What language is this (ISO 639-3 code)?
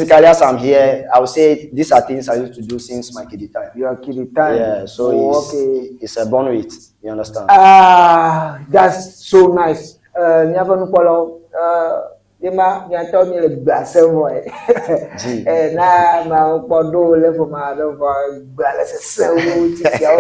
ewe